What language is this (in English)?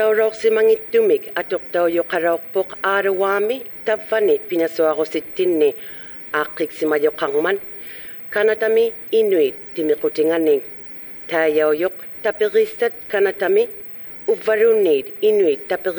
Inuktitut